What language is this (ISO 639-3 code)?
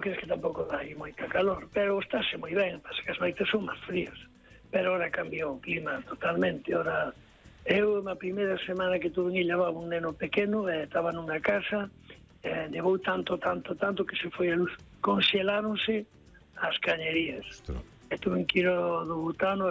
glg